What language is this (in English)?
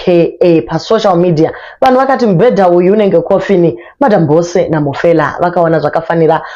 Shona